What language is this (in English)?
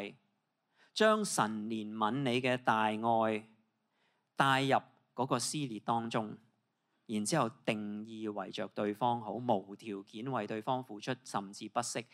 Cantonese